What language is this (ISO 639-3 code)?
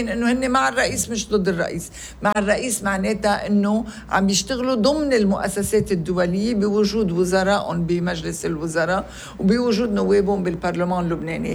apc